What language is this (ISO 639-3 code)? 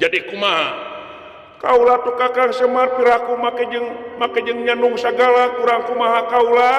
sun